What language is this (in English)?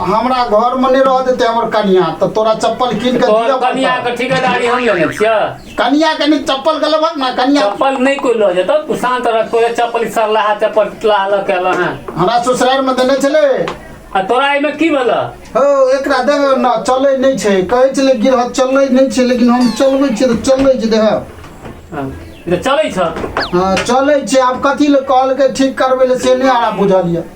Maithili